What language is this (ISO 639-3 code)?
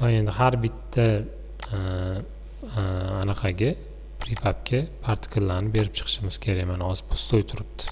uzb